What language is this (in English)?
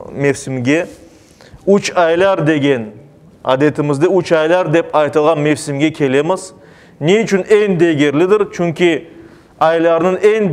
Crimean Tatar